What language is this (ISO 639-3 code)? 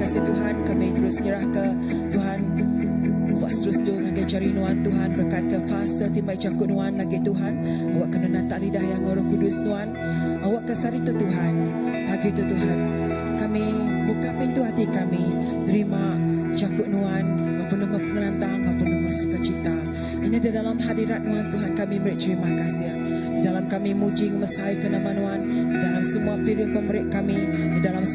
iba